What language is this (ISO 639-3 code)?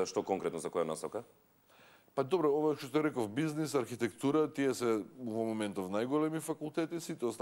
mkd